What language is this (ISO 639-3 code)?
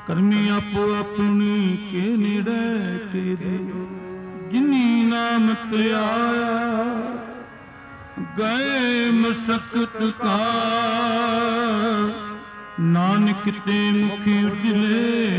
pan